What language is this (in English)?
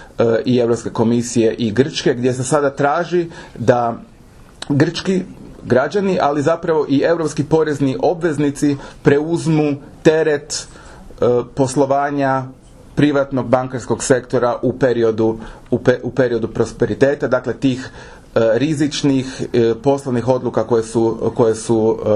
Croatian